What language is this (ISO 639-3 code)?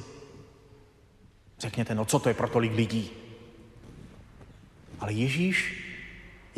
ces